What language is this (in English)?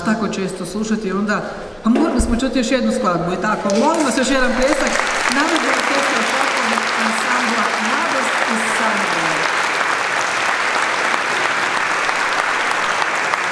Croatian